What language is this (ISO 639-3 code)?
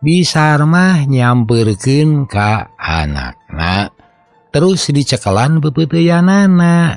sun